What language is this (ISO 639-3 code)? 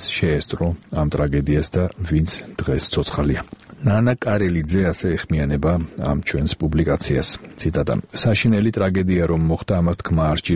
kat